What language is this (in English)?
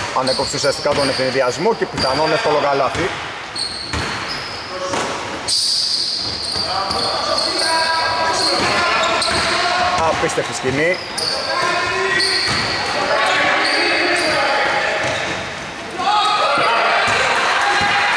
Greek